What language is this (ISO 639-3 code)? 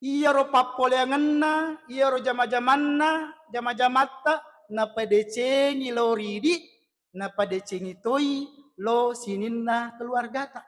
bug